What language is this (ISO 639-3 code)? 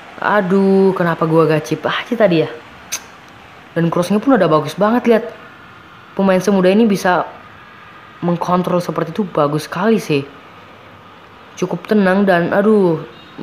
ind